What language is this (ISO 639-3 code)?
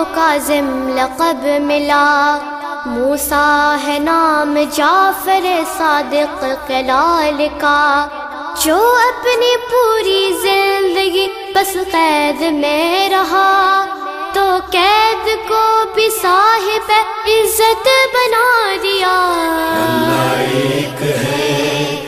urd